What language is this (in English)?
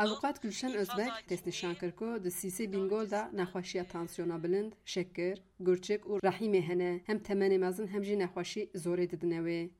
Kurdish